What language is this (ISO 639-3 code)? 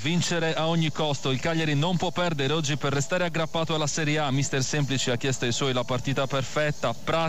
ita